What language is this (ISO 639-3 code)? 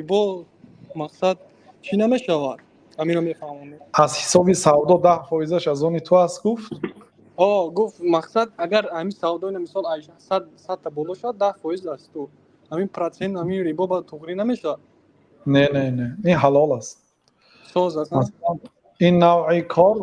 tgk